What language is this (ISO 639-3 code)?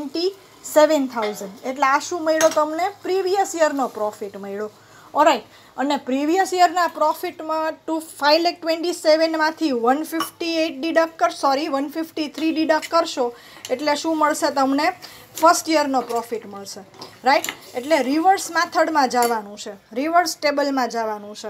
guj